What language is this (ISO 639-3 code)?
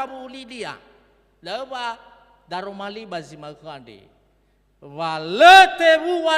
nia